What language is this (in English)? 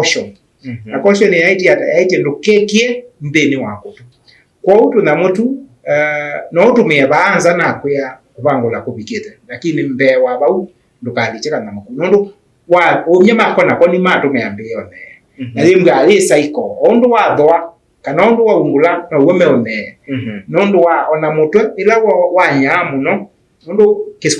Kamba